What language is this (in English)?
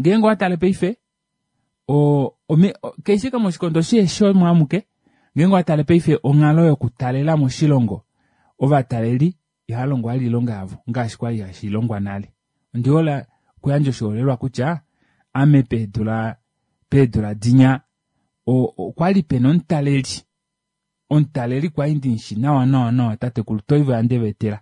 Kuanyama